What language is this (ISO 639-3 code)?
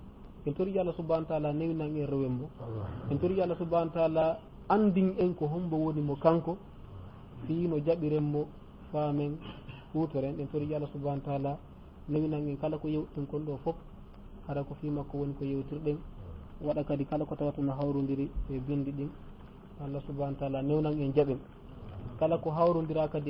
ful